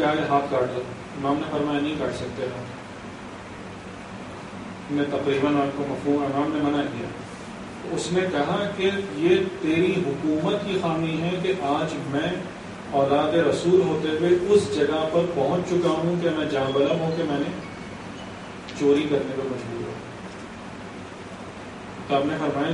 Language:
Urdu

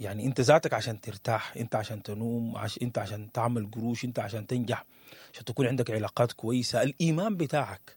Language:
Sudanese Arabic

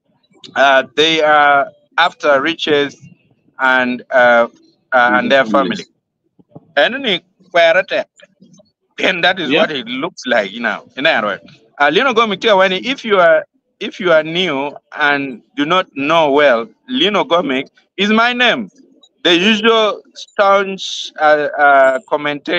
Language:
Acoli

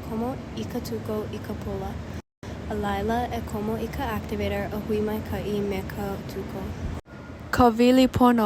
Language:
Hawaiian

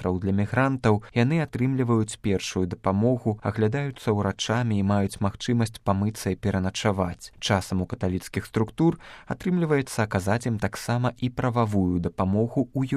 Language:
Belarusian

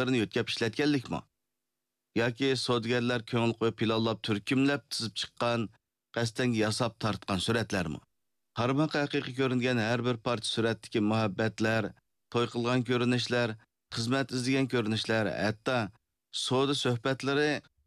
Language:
Uyghur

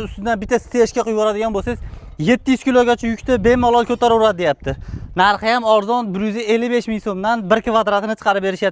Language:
Uzbek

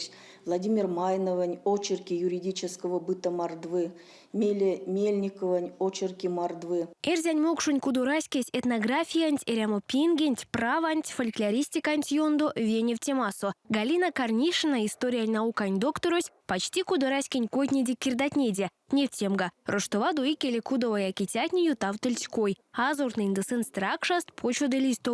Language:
Erzya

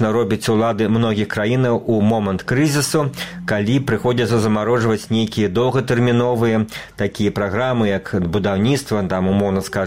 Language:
Belarusian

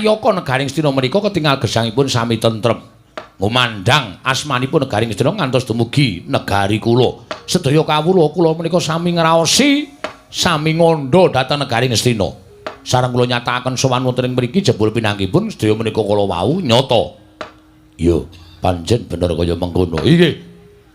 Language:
Javanese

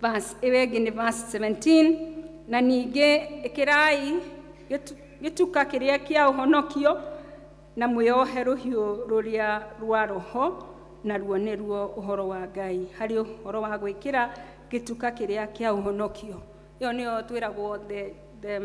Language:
Kikuyu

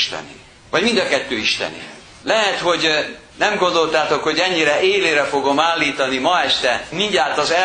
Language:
Hungarian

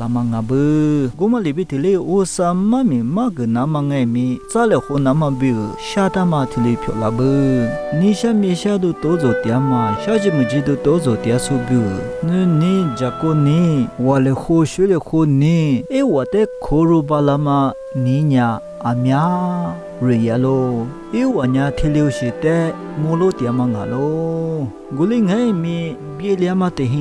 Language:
Lisu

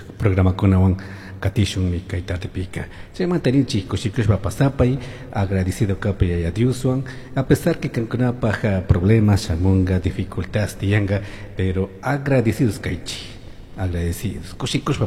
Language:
Chimborazo Highland Quichua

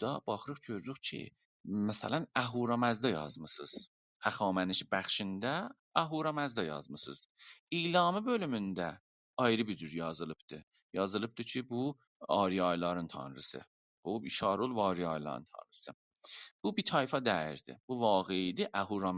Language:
South Azerbaijani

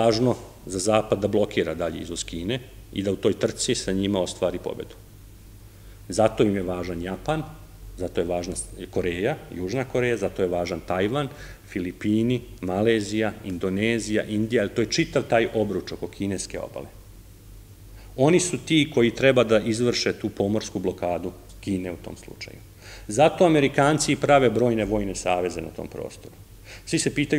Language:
Serbian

